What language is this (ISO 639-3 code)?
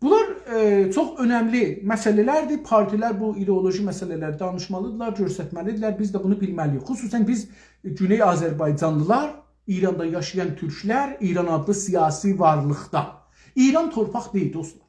azb